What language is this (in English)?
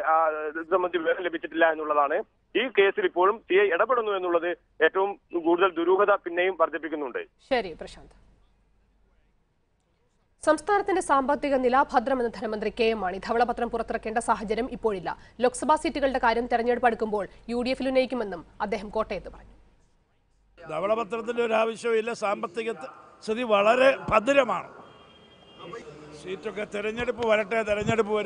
Malayalam